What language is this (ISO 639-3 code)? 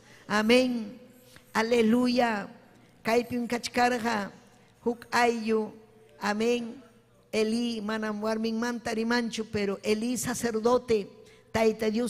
quy